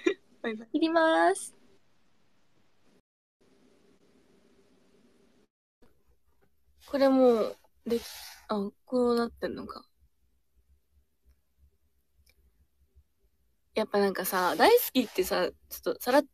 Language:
Japanese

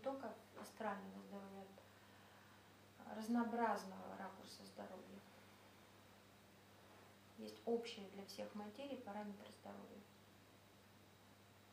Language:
Russian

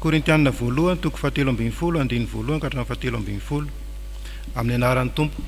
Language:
Malagasy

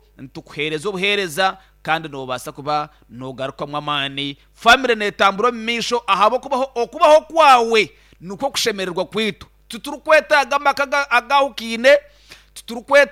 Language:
Nyankole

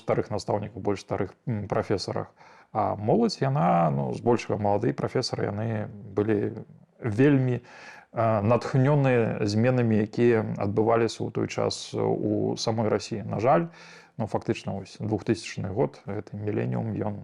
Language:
Belarusian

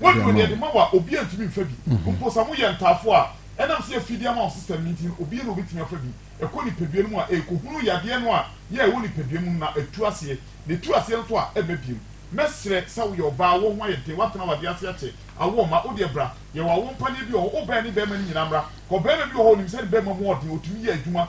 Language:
Akan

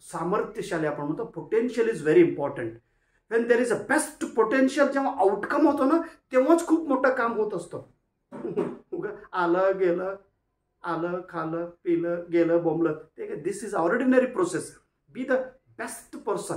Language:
Marathi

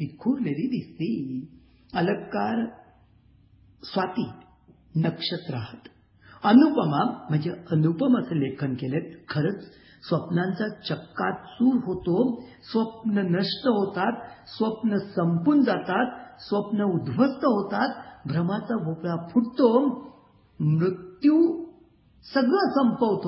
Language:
Marathi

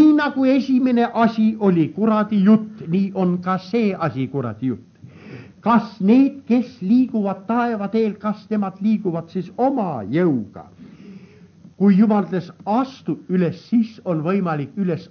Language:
Estonian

